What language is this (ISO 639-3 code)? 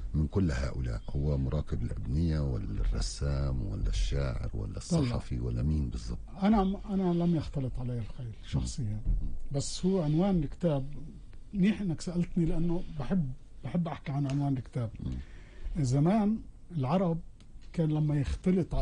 apc